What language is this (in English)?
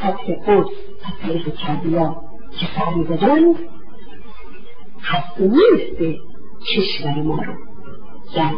Persian